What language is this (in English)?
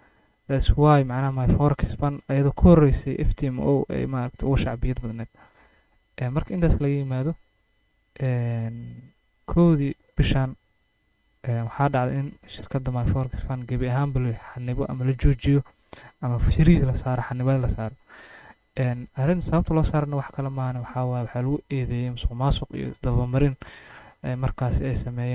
Somali